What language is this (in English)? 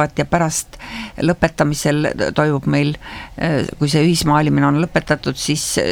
Estonian